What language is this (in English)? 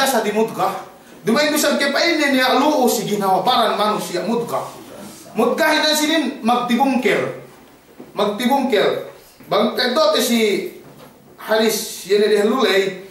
Yakan